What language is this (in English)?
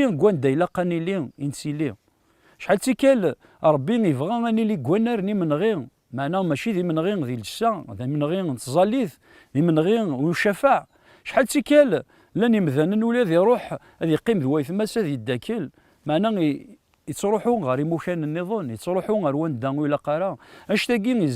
Kabyle